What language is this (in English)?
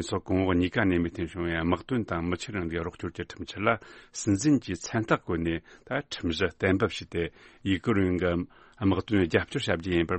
Tibetan